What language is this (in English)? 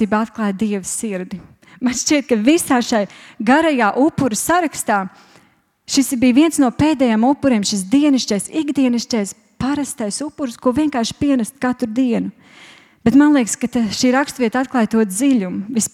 Latvian